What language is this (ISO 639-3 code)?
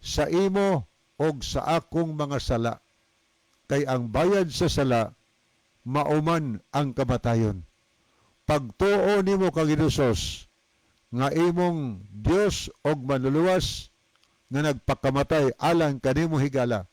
ceb